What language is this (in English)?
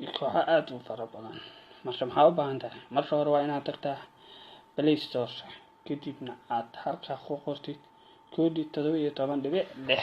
Somali